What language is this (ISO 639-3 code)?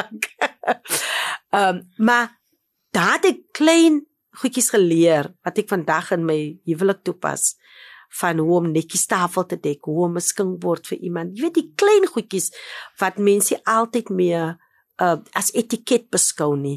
afr